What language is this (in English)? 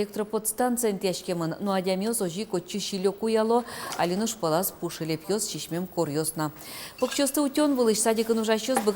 Udmurt